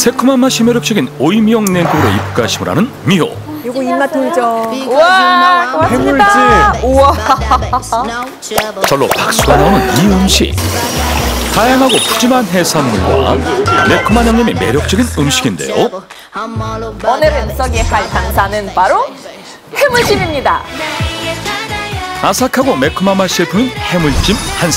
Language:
Korean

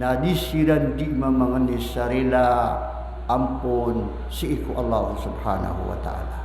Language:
Maranao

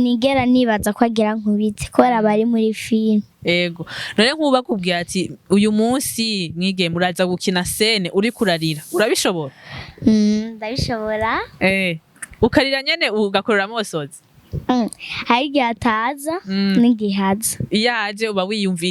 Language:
Rundi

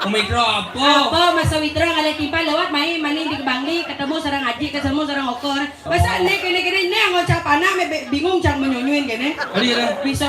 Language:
Balinese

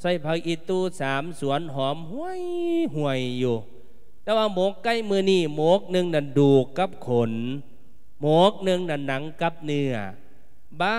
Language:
Lao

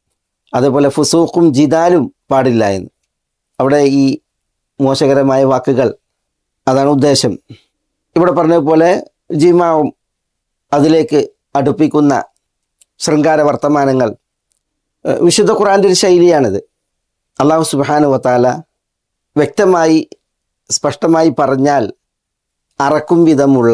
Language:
Malayalam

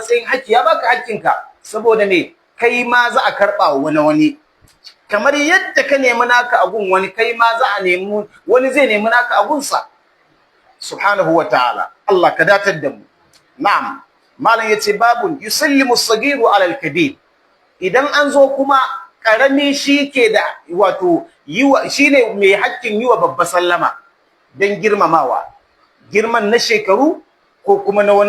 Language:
Hausa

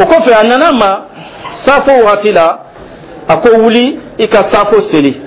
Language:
Dyula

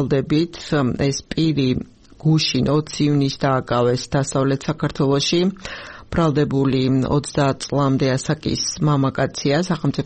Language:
Georgian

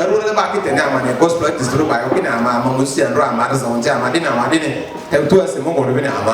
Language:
Lugbara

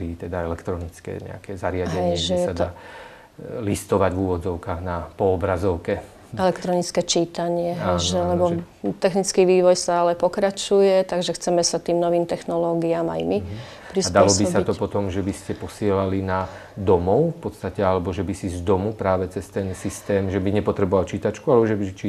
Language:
Slovak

